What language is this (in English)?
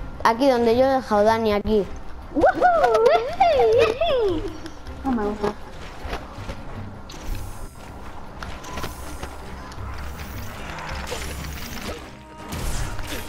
Spanish